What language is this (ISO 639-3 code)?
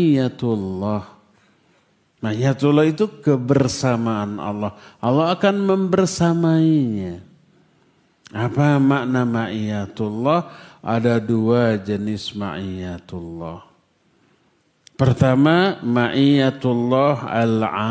ind